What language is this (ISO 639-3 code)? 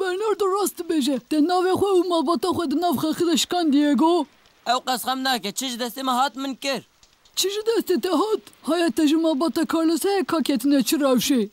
kur